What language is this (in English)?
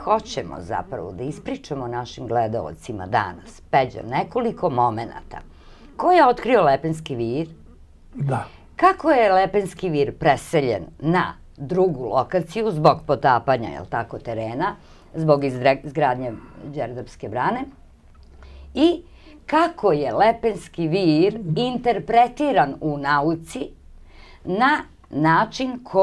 Serbian